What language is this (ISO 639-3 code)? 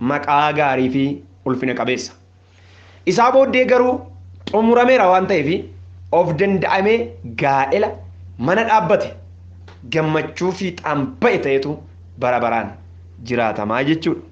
orm